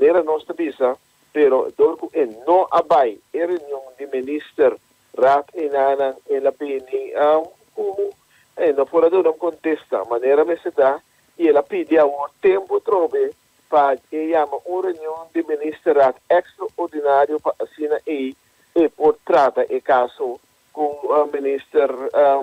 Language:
Papiamento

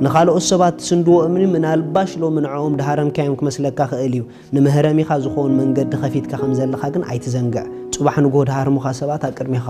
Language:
Tigrinya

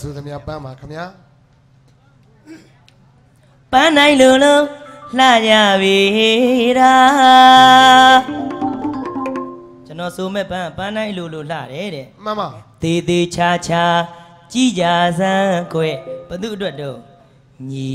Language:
Burmese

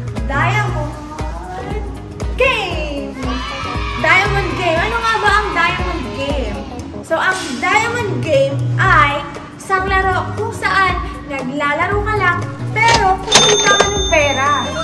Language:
Filipino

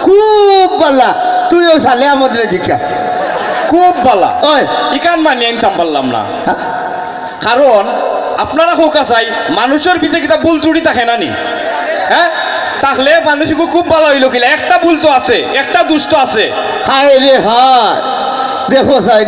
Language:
Sylheti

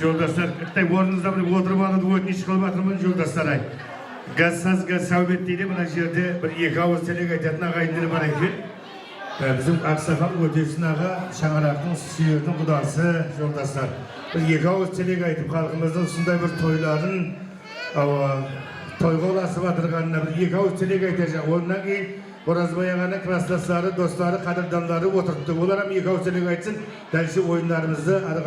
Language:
Kara-Kalpak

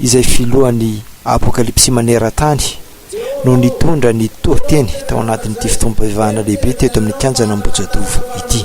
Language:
Malagasy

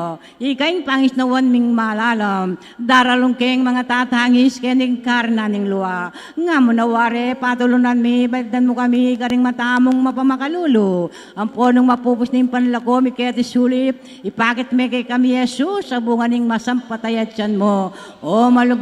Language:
Pampanga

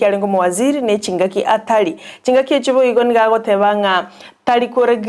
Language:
Gusii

